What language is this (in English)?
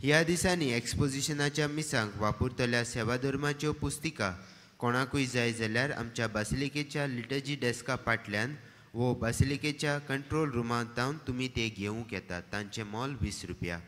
Konkani